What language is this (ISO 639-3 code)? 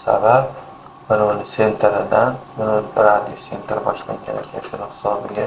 uzb